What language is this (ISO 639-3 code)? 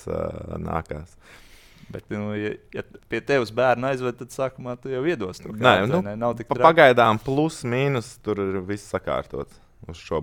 lav